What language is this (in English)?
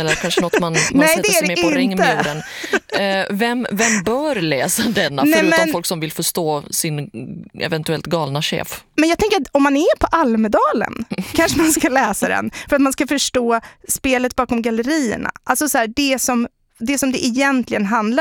Swedish